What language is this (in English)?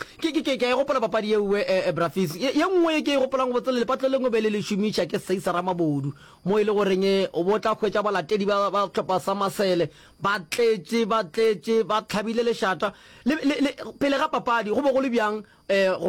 Northern Sotho